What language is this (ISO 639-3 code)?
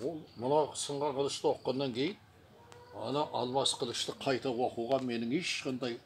kaz